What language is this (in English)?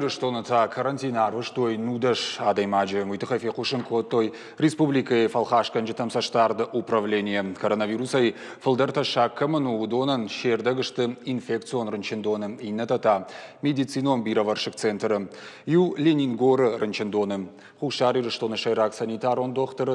Ossetic